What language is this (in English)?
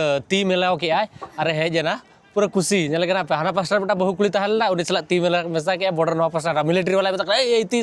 Santali